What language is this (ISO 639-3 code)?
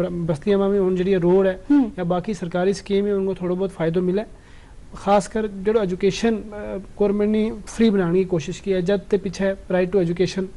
gju